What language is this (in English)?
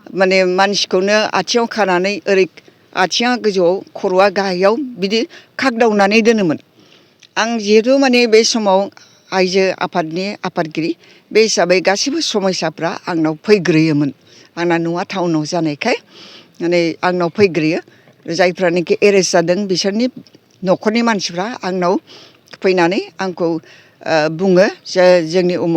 Bodo